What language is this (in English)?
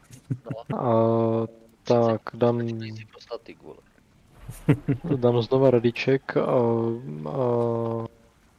Czech